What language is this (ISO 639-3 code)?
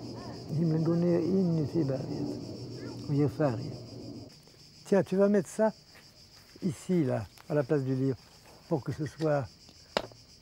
swe